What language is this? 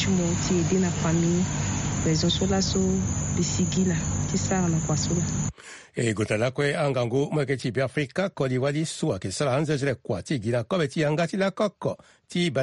Sango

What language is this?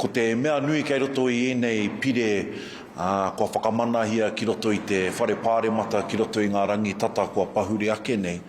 Māori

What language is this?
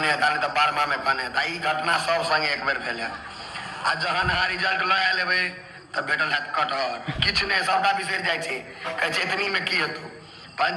Maithili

